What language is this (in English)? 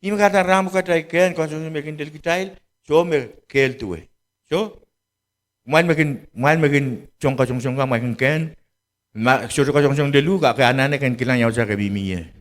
Pohnpeian